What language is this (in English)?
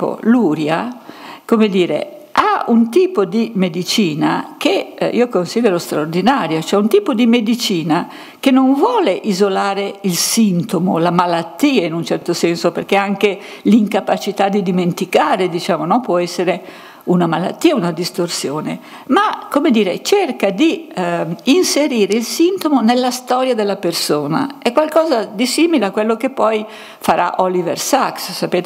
Italian